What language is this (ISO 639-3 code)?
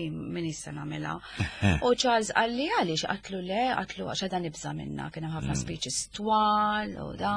mlt